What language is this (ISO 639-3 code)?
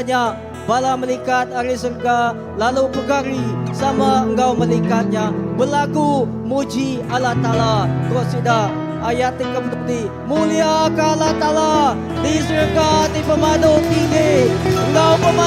iba